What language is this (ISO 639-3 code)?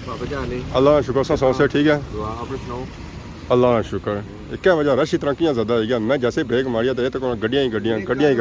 phr